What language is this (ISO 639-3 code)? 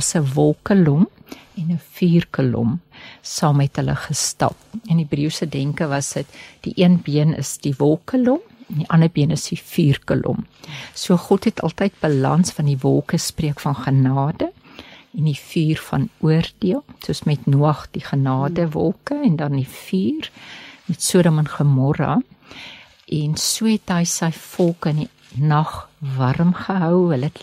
afr